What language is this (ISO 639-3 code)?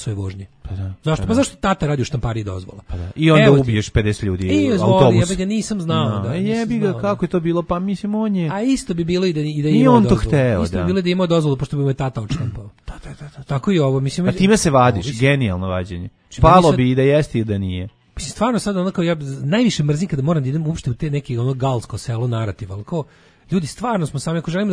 srp